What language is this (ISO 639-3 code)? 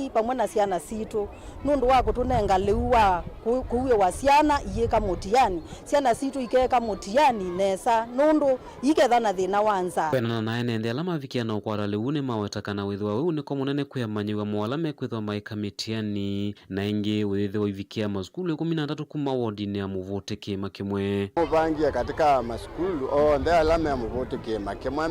kam